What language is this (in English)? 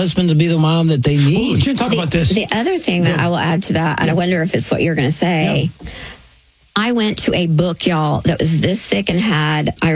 English